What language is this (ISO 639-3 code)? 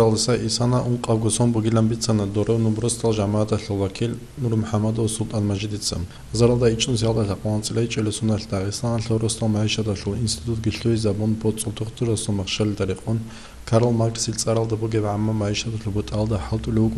ava